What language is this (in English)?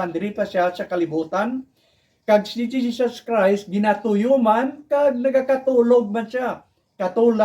Hiligaynon